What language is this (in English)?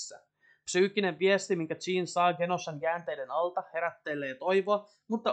Finnish